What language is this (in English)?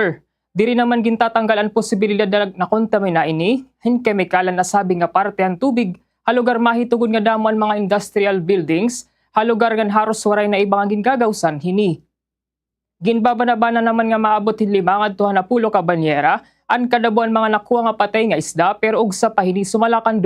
Waray